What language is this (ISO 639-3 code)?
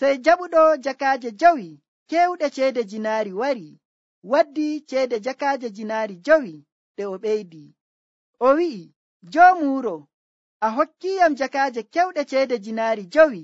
fuv